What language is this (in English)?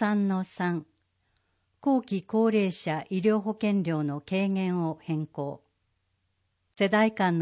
Japanese